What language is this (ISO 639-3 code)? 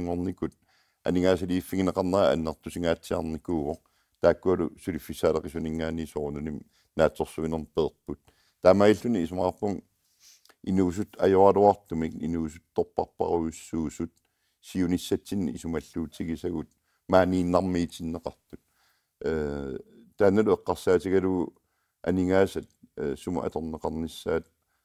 kal